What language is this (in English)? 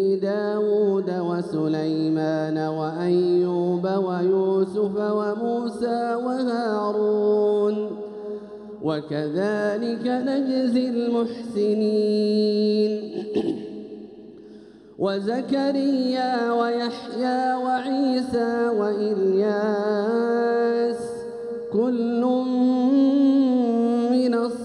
Arabic